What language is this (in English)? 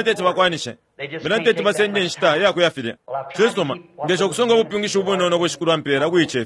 Bemba